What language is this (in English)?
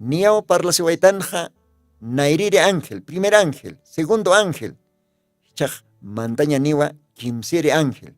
Aymara